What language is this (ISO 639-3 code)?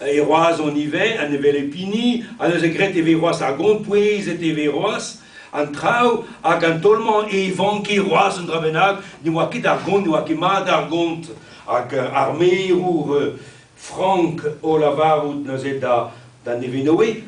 bre